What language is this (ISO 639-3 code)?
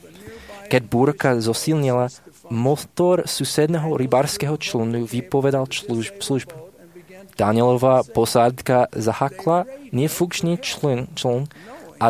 slk